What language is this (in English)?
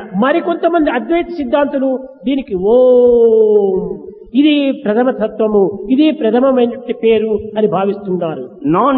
Telugu